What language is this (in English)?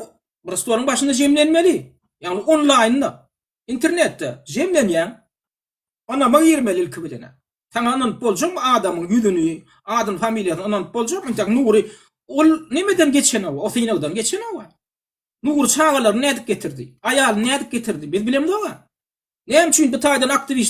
Turkmen